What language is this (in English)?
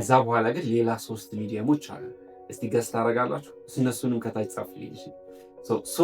Amharic